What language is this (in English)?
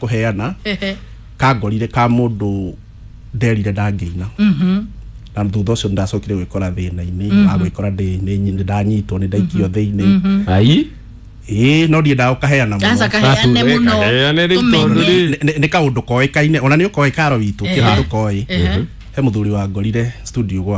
Kikuyu